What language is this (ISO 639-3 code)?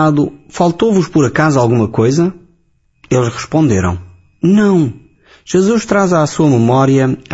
por